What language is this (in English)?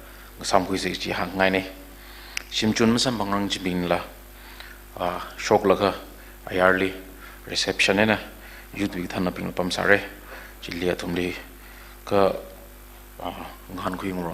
Tangkhul Naga (India)